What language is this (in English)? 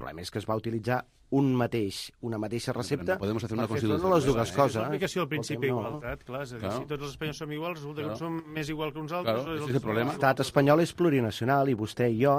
Catalan